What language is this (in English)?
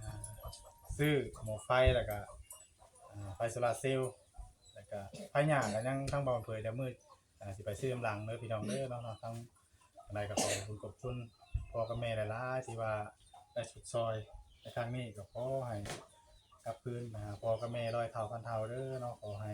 Northeastern Thai